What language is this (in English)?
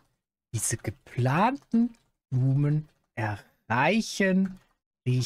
Swiss German